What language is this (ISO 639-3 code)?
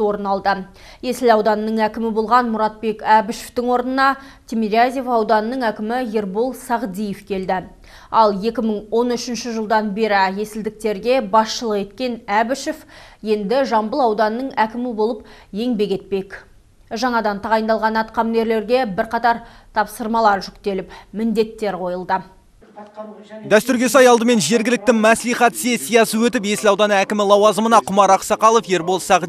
kaz